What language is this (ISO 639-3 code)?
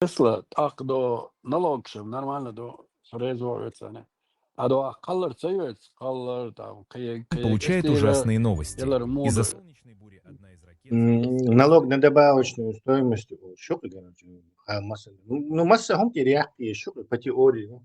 che